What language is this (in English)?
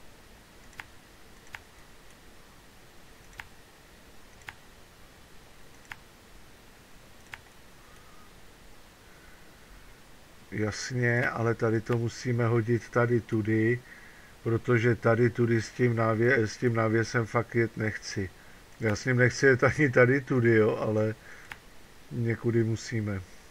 Czech